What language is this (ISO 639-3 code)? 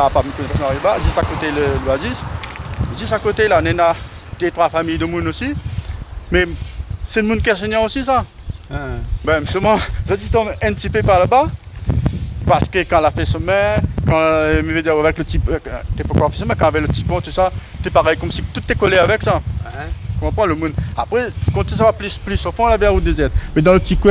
rcf